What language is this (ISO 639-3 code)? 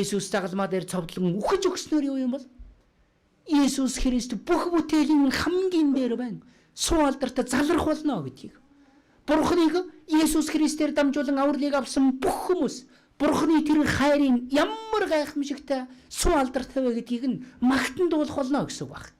mon